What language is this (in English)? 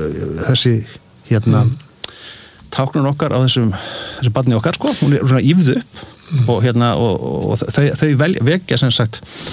Icelandic